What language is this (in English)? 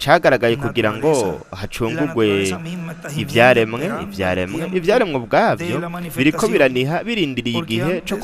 Rundi